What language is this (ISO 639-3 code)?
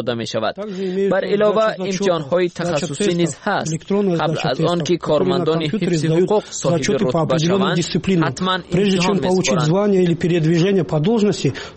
tgk